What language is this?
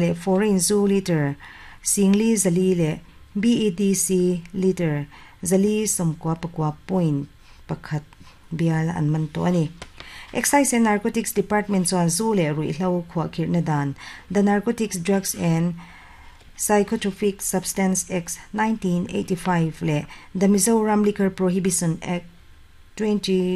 Mizo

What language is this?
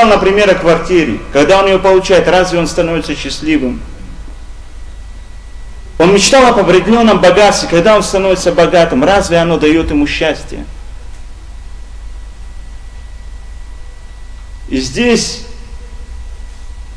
Russian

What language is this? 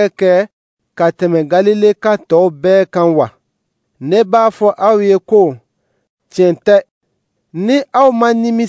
Dyula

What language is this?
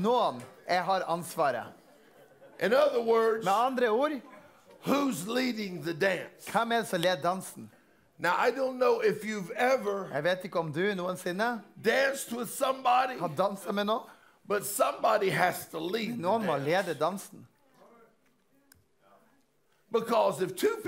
Norwegian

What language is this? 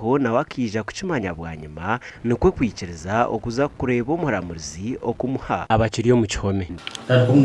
Nyankole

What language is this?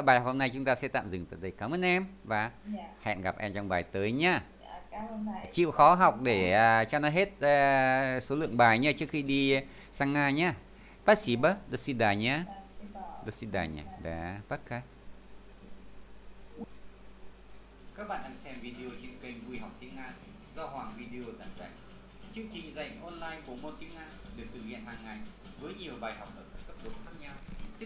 Vietnamese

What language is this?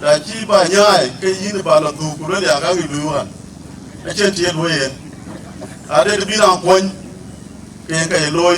Dinka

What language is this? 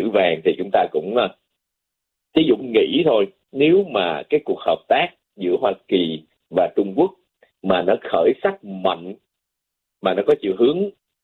Vietnamese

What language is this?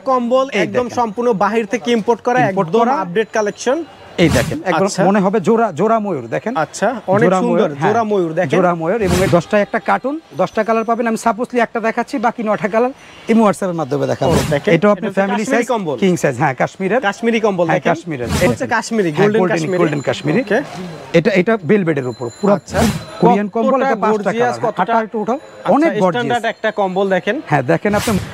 Bangla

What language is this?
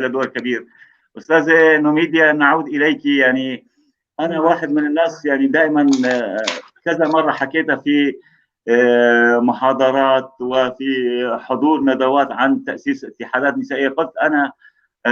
North Levantine Arabic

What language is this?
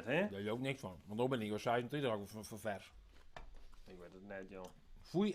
Western Frisian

